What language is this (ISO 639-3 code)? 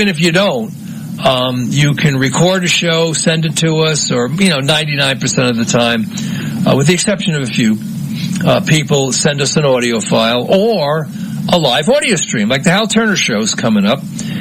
eng